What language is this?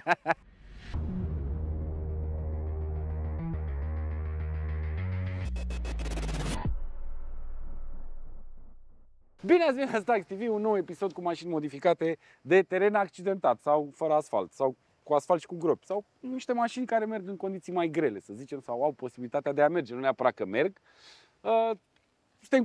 Romanian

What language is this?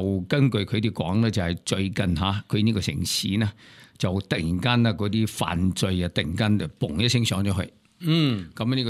Cantonese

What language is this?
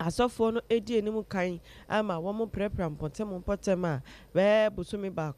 Akan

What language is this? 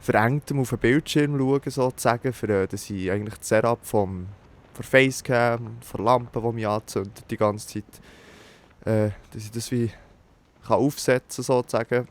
Swiss German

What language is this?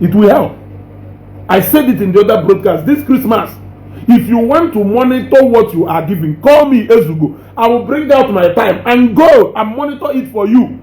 Igbo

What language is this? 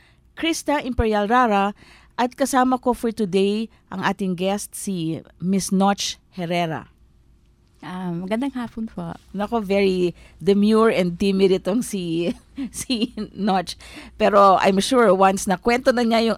Filipino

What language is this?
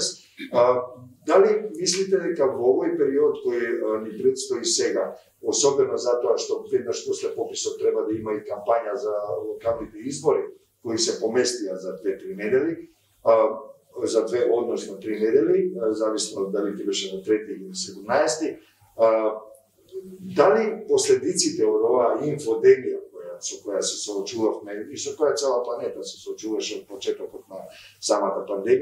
Macedonian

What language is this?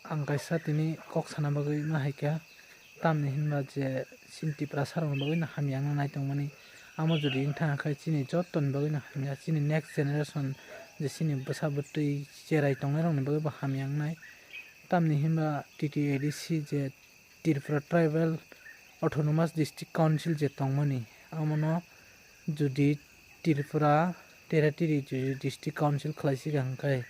Kok Borok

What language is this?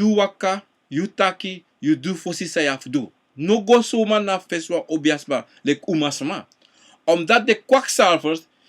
Sranan Tongo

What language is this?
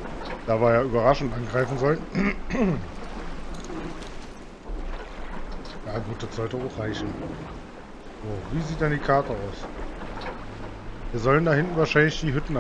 German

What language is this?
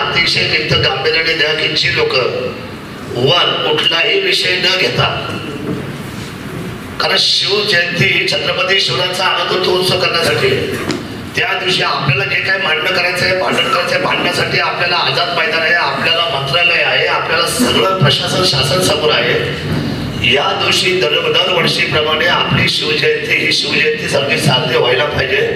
Marathi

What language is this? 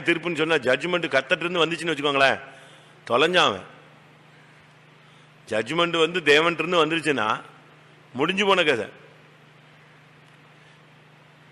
Tamil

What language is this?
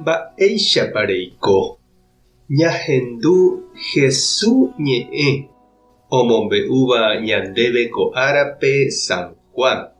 Guarani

